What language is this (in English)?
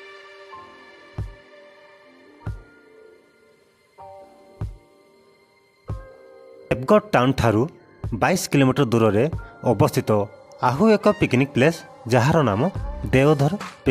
Odia